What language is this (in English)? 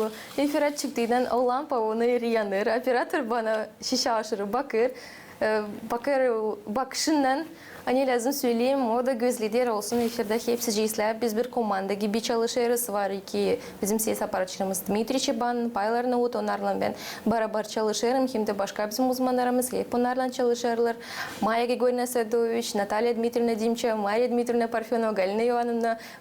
Gagauz